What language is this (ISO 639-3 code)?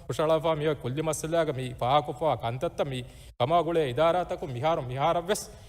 div